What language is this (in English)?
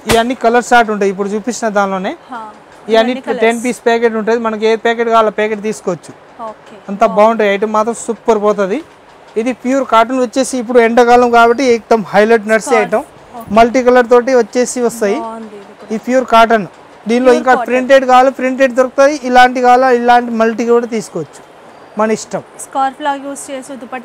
Telugu